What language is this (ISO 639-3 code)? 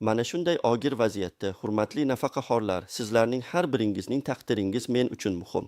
uzb